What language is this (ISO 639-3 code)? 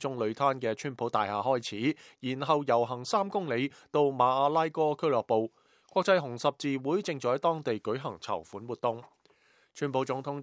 yue